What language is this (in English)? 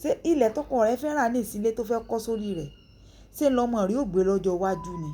Yoruba